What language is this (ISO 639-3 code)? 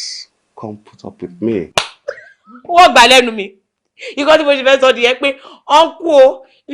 yor